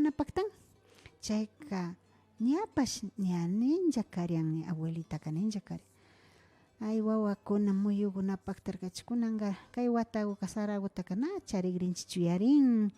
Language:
Imbabura Highland Quichua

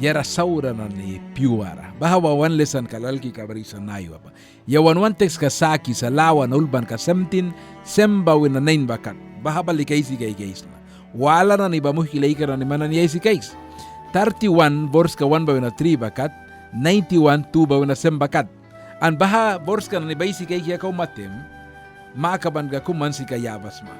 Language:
Mískito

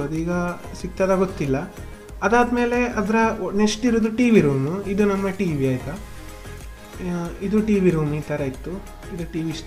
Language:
Kannada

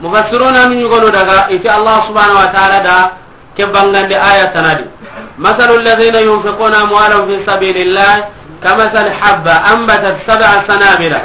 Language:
Soninke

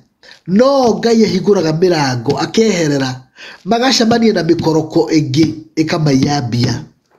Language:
Kikuyu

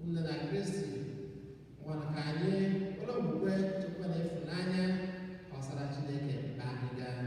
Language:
Igbo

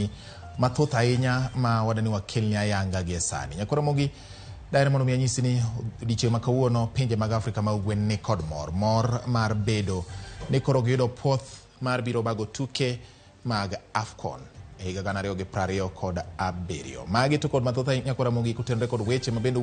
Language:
Luo (Kenya and Tanzania)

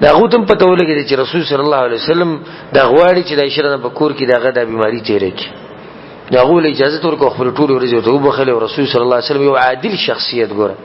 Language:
Pashto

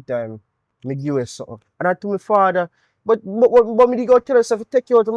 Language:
Jamaican Creole English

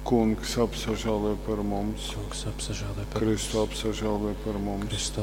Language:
Latgalian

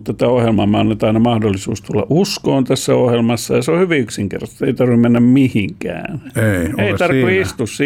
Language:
Finnish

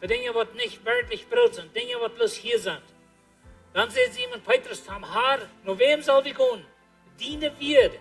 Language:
Plautdietsch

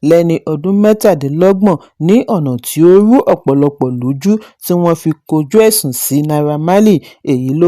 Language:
Yoruba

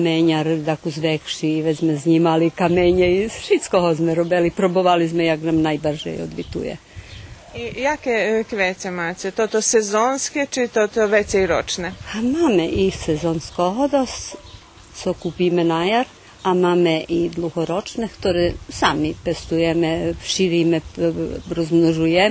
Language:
Rusyn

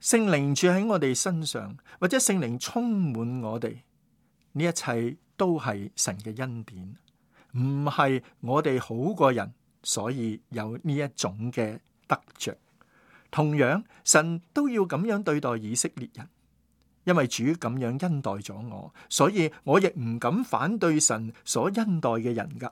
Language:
Cantonese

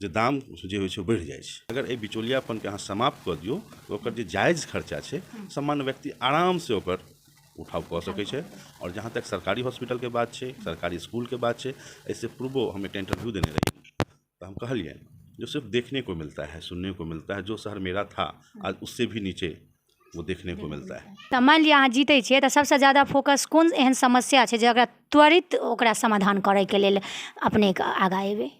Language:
Maithili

